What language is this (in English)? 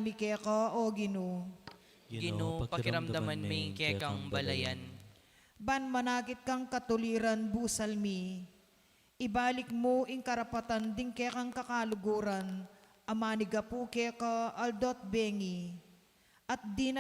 Pampanga